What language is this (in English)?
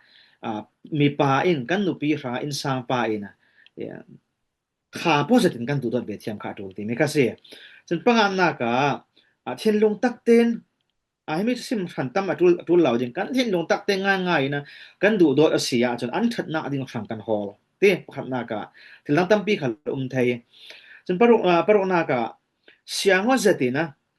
Falam Chin